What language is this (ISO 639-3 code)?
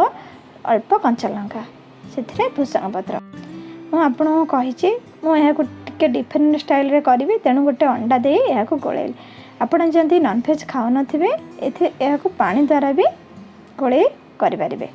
ori